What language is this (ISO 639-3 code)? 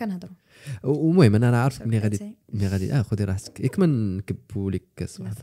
ary